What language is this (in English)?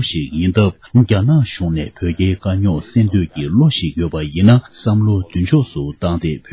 Tibetan